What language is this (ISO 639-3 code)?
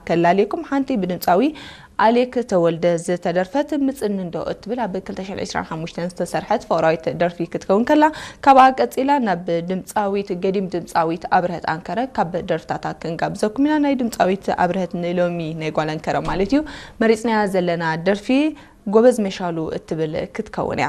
tir